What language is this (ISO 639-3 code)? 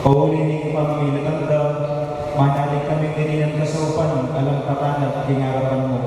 pam